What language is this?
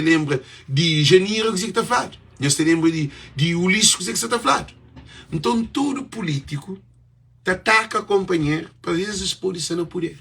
Kabuverdianu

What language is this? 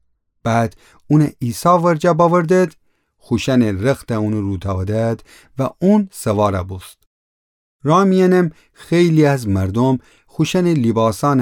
Gilaki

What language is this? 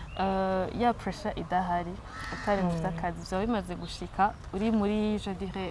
Rundi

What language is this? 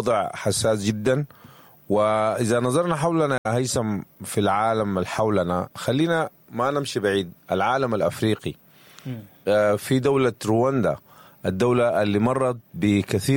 Sudanese Arabic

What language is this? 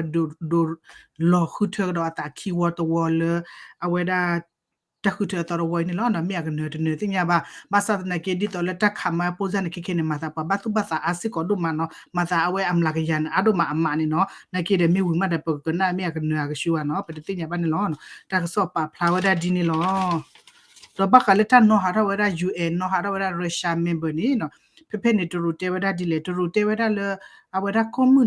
S'gaw Karen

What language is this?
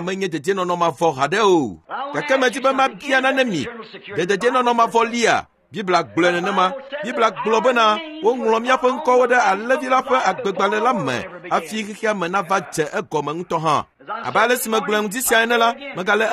Ewe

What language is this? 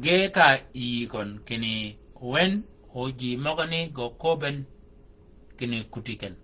Shilluk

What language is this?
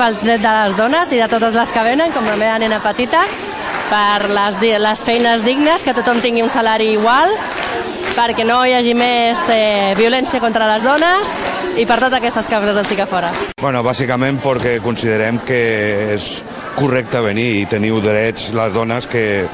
Catalan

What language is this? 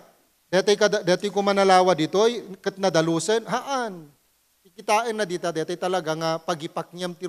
Iloko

